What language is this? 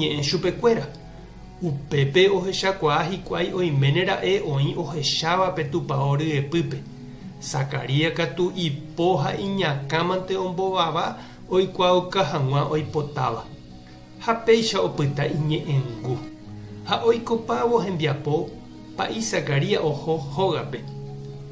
Guarani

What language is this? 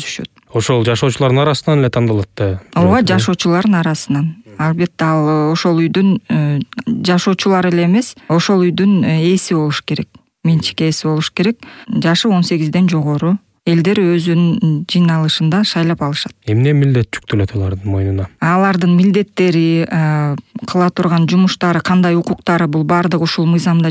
Kyrgyz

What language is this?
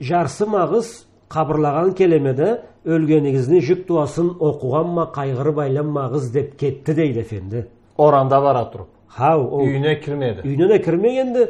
Karachay-Balkar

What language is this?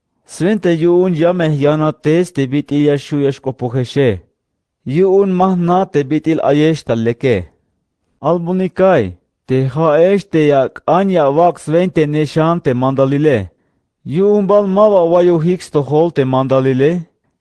Tzeltal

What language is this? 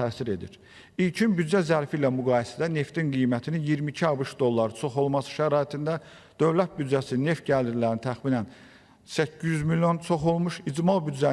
Azerbaijani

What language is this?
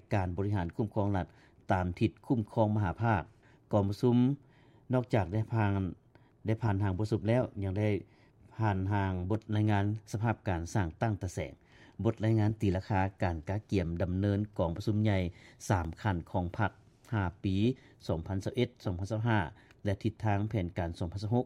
Lao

